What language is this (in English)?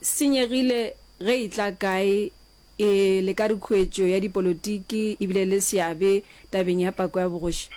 Northern Sotho